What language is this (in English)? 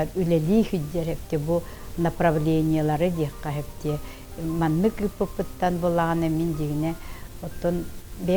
Yakut